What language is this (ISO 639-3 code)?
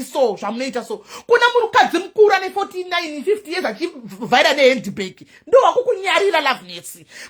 sna